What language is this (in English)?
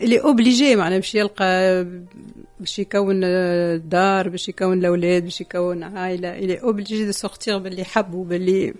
Tunisian Arabic